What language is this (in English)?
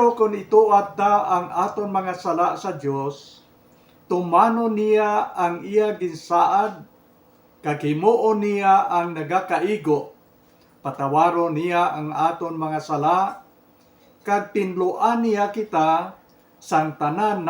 Hiligaynon